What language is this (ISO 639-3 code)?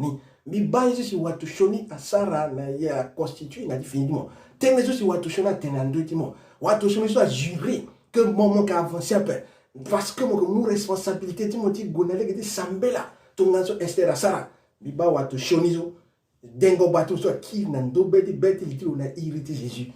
sag